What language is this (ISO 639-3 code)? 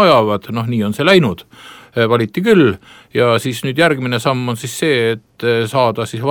est